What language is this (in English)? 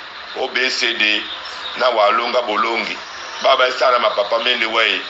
Duala